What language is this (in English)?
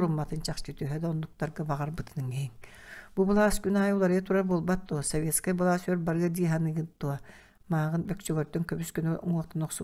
Yakut